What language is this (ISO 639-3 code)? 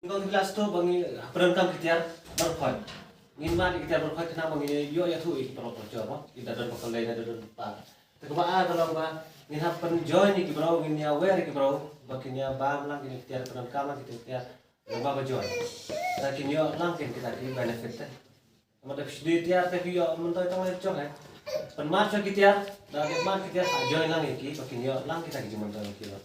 kha